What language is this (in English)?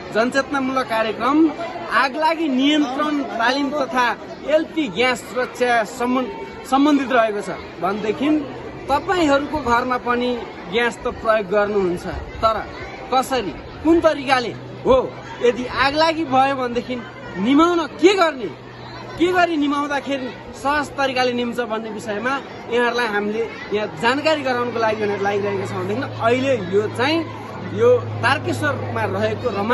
Nepali